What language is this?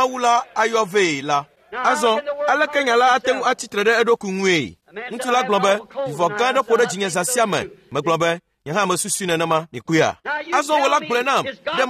Ewe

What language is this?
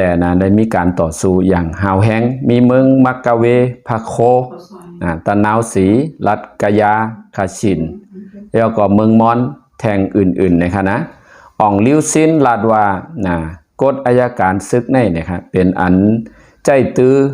Shan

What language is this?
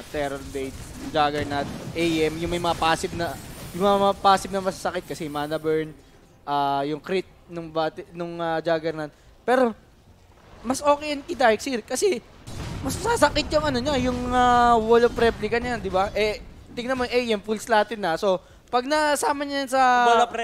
Filipino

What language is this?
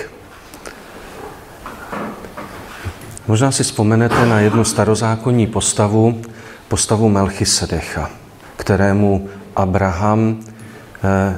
Czech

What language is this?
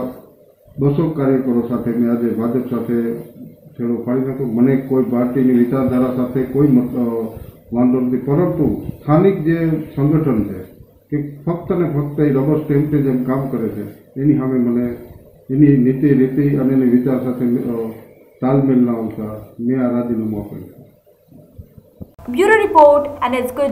Gujarati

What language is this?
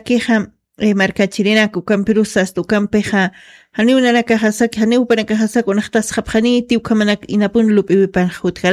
Aymara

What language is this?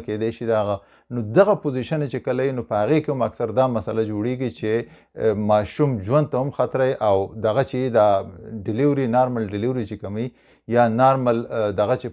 Pashto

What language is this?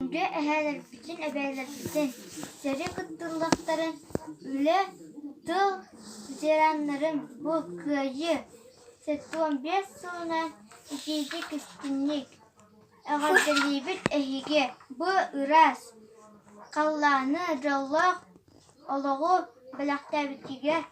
Yakut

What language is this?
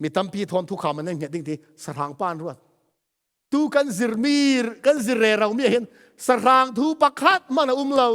Falam Chin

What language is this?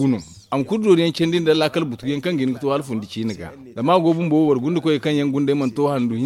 Zarma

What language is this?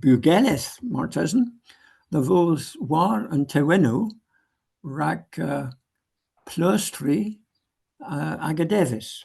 Cornish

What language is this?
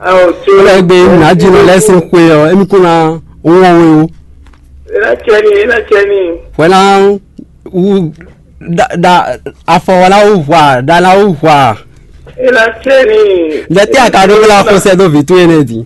Fon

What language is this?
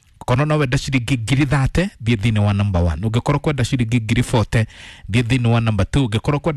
Kikuyu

